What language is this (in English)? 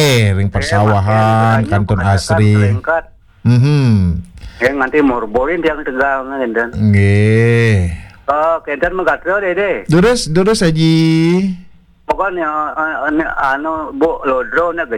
Balinese